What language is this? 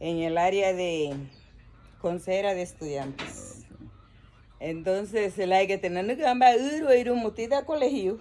Garifuna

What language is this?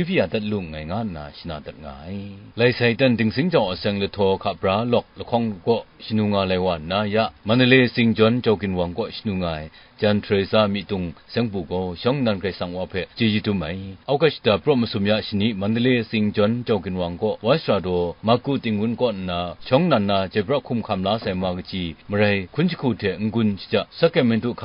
Kachin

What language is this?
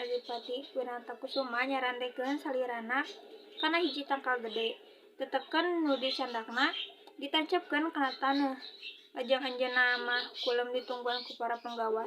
Sundanese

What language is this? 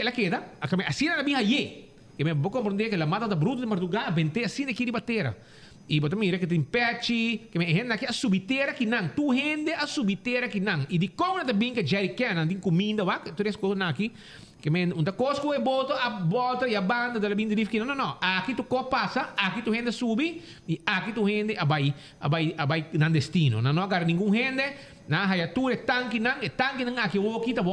Papiamento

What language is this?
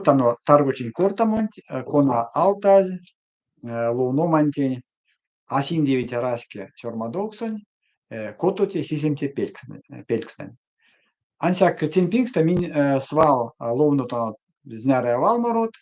Erzya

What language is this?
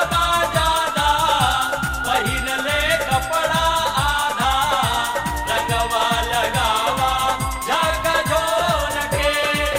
Bhojpuri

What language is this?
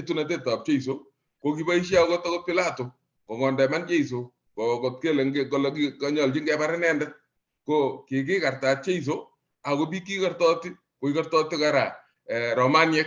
Kalenjin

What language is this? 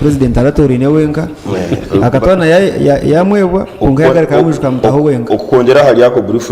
Nyankole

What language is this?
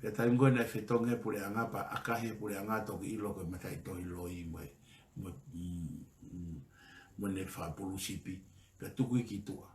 Tongan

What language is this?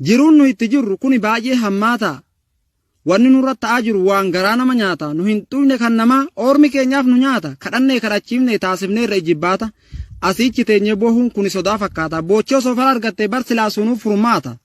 Oromo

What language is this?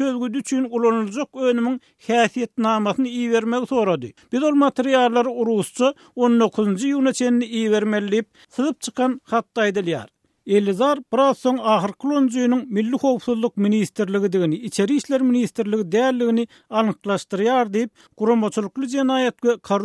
Turkmen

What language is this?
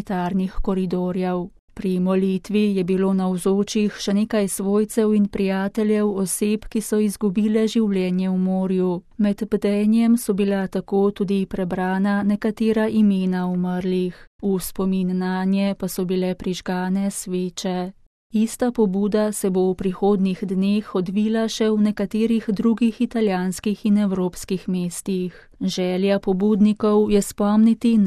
Slovenian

